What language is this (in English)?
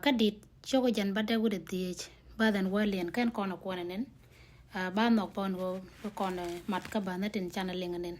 Nuer